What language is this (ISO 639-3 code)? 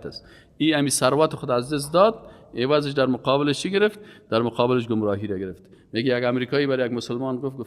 fas